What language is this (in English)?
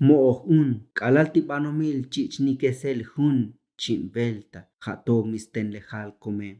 Tzotzil